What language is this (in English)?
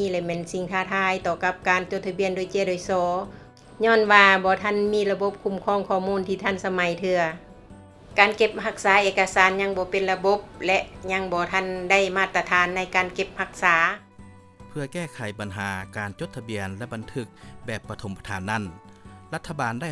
Lao